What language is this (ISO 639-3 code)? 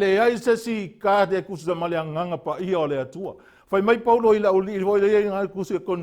smo